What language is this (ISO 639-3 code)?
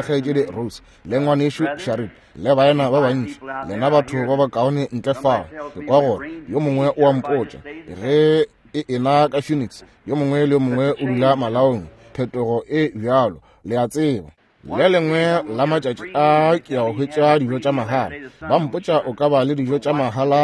nso